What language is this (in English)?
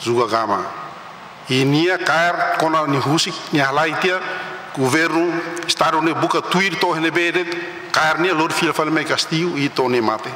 Tetum